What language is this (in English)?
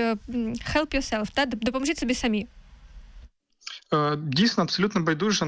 Ukrainian